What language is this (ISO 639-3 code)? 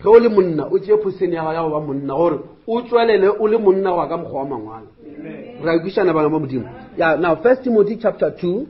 nso